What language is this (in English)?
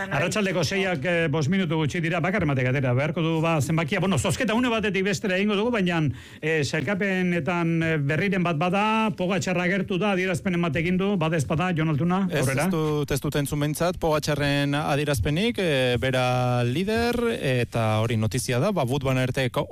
Basque